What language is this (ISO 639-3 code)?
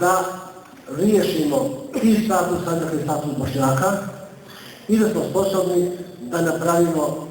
bos